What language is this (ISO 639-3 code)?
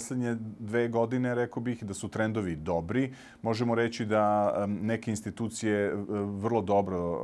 hrv